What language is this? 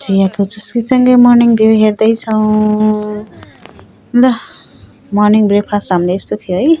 Nepali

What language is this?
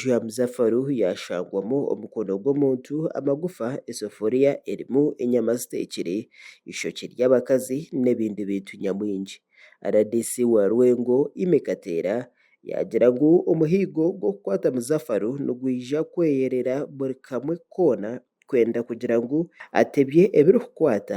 Nyankole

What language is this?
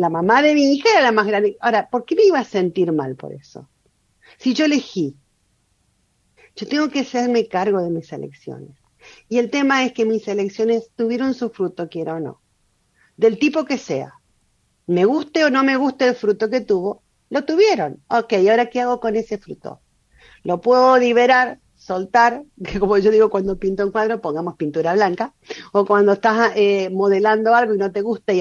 Spanish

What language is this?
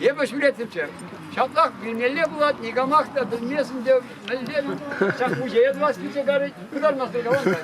Chuvash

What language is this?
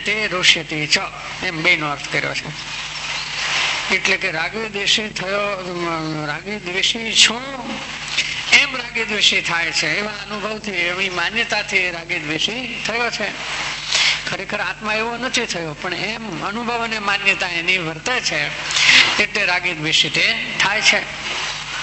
Gujarati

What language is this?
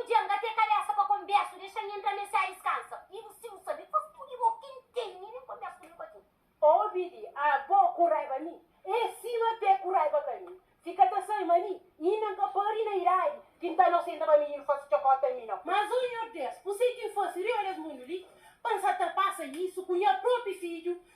Kabuverdianu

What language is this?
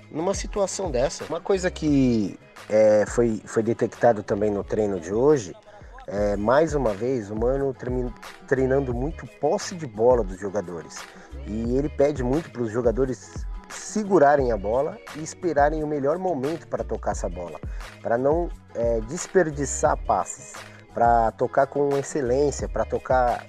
Portuguese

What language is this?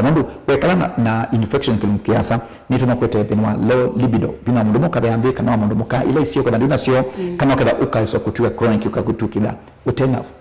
Kamba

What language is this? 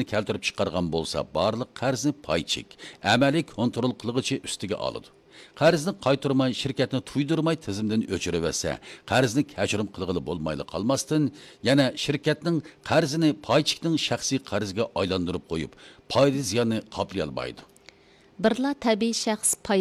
Uyghur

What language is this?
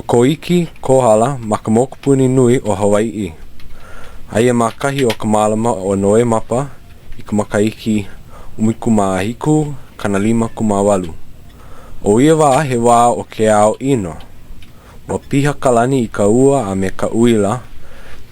Hawaiian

